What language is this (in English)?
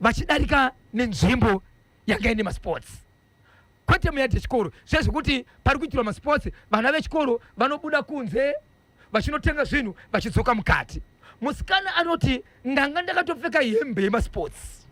Shona